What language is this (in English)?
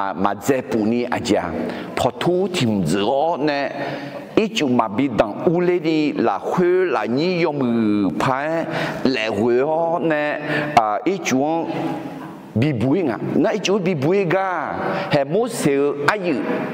Akha